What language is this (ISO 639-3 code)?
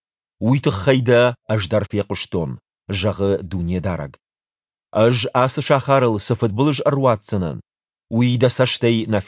oss